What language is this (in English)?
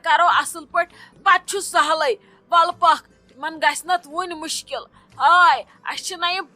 Kashmiri